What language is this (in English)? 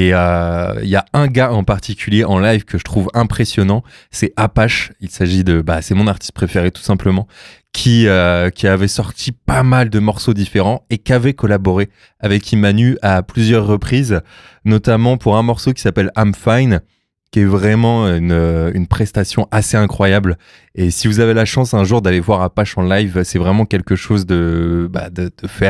French